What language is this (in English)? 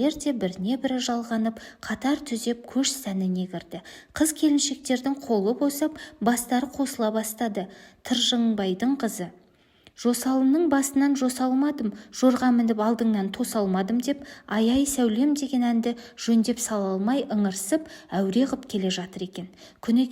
Kazakh